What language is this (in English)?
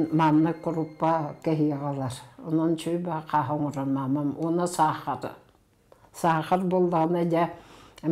Yakut